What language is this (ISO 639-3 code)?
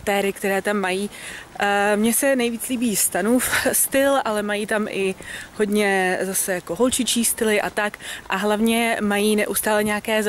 ces